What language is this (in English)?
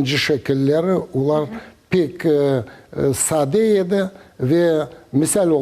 Crimean Tatar